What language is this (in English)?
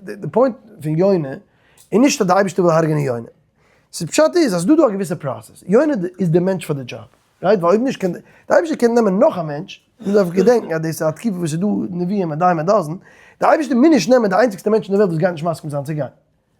Yiddish